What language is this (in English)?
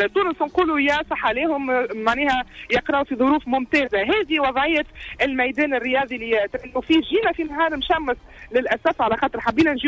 Tunisian Arabic